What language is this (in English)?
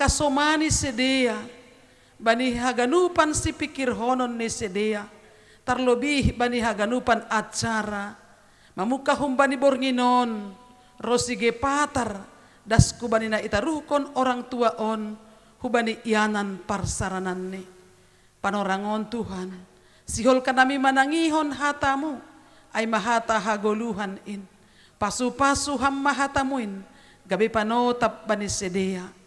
Batak Simalungun